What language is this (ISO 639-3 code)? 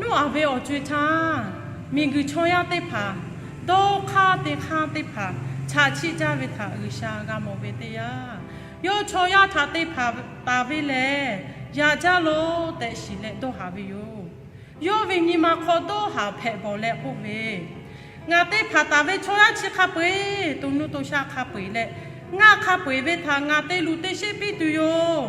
lhu